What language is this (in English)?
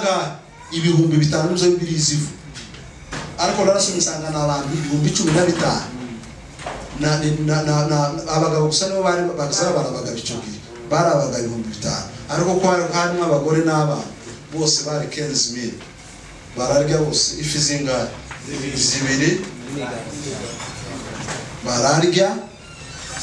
Kinyarwanda